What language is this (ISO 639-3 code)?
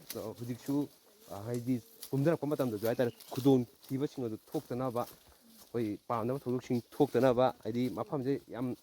mni